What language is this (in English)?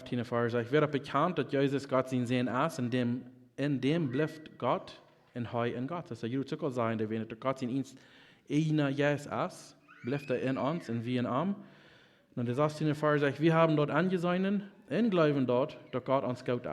Plautdietsch